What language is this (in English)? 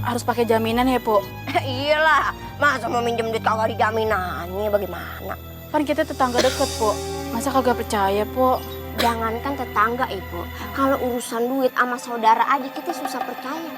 Betawi